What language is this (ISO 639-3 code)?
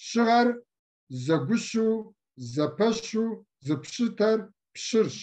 kbd